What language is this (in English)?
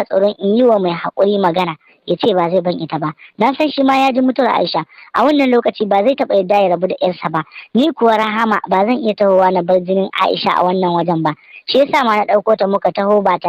Hausa